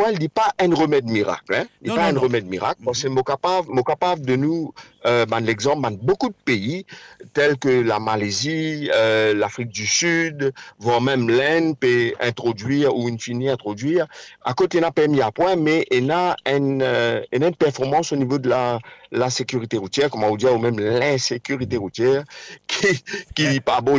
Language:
Morisyen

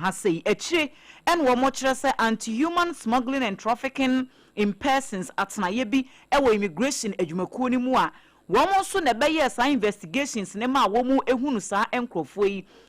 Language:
Akan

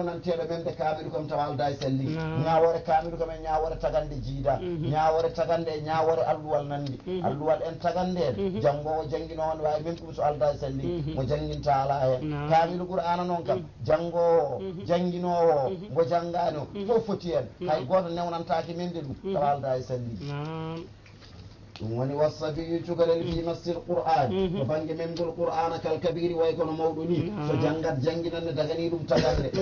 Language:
Fula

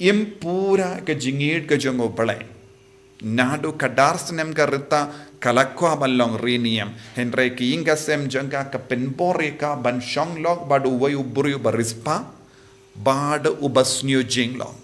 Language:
Khasi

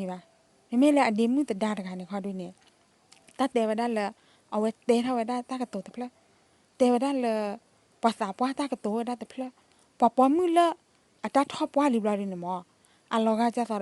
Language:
S'gaw Karen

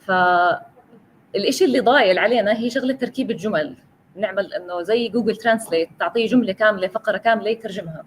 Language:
North Levantine Arabic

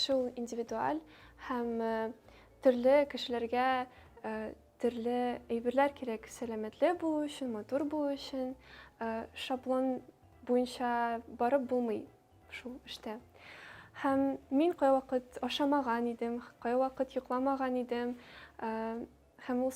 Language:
Tatar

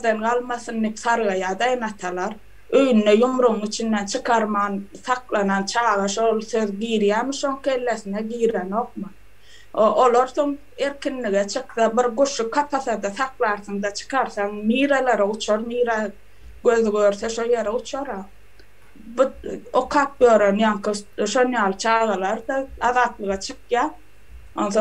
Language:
Turkmen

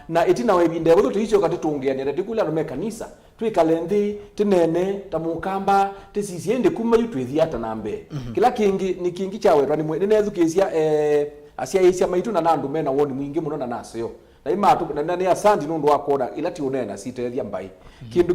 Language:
Kamba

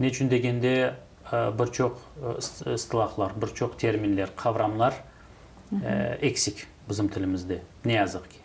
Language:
Crimean Tatar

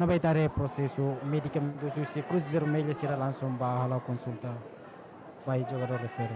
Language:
Tetum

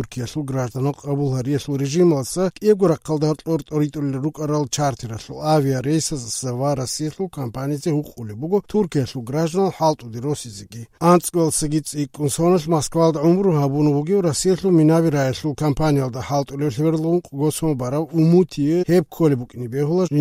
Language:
Avaric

